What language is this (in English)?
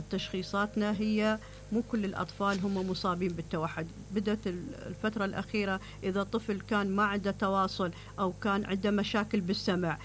Mesopotamian Arabic